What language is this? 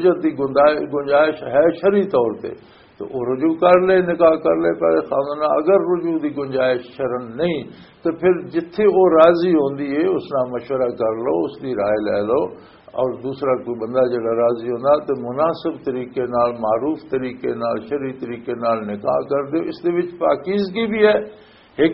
Western Panjabi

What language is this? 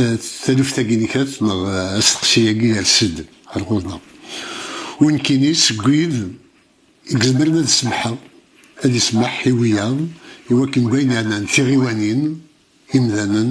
Kabyle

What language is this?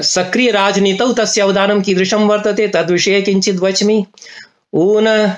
Sanskrit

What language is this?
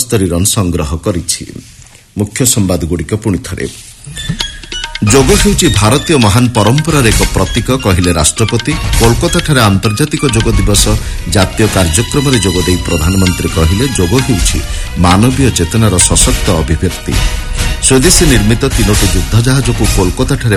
Odia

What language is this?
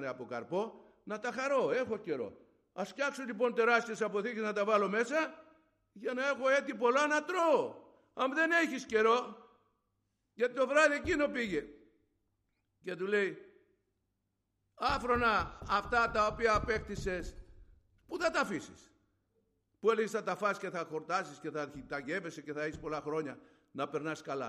Greek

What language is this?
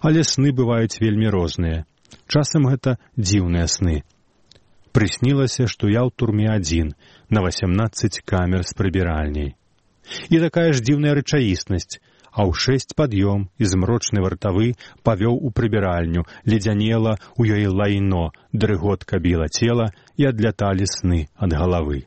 Belarusian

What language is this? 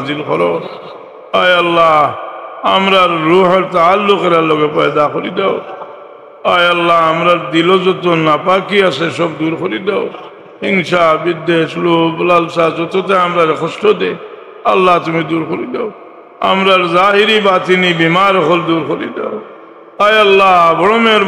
Sylheti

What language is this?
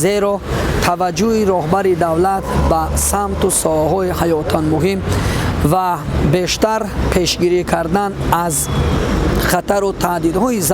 Tajik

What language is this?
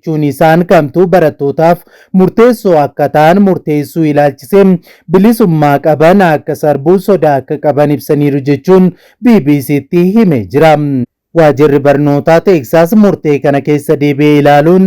Oromo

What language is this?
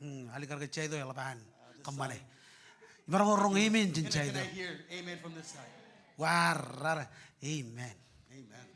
Marshallese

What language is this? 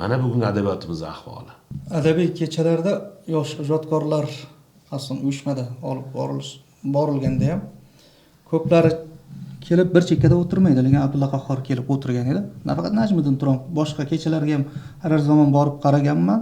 Uzbek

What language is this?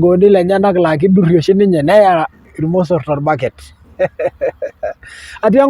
Masai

